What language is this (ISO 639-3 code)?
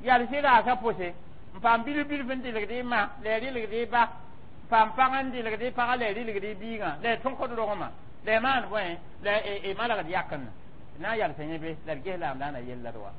mos